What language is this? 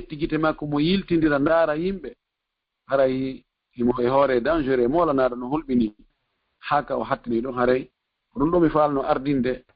Fula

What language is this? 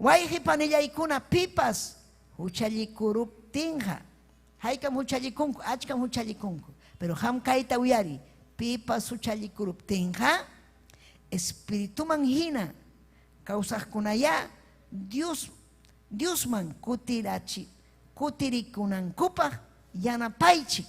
Ayacucho Quechua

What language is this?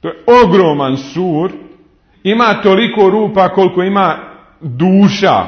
Bosnian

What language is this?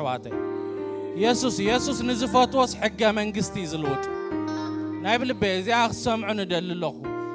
Tigrinya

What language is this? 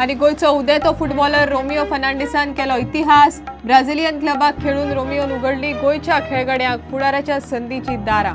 Konkani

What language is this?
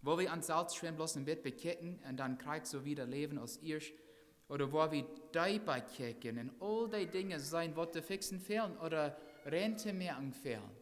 Plautdietsch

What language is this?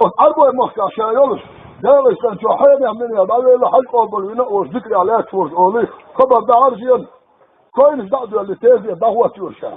Chechen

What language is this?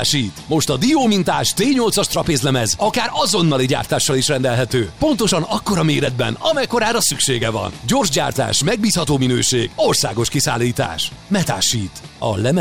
Hungarian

